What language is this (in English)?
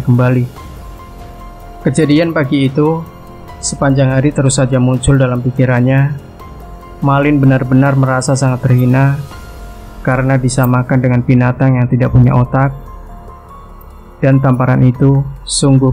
Indonesian